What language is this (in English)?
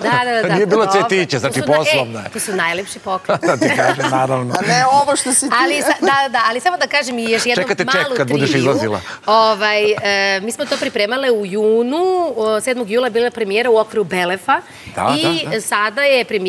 Serbian